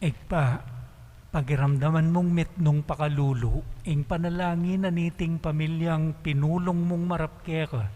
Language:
Pampanga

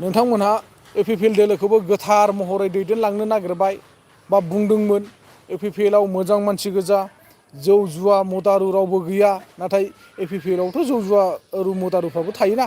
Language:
Bodo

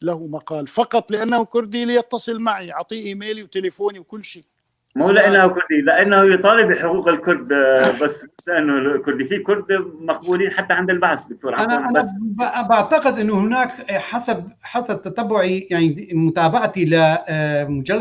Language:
North Levantine Arabic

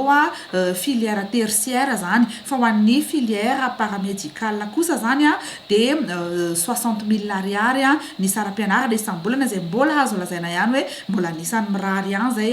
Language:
Malagasy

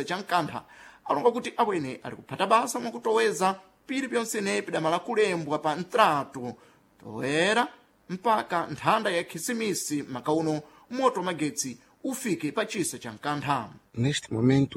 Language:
Sena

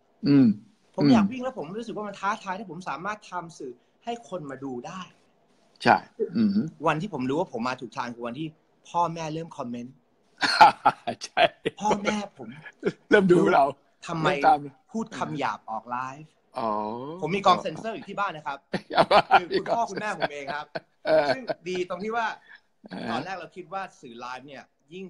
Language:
Thai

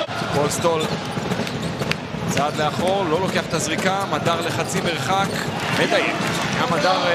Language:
Hebrew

